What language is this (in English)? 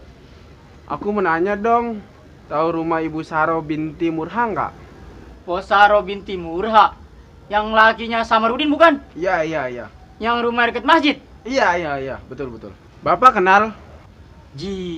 Betawi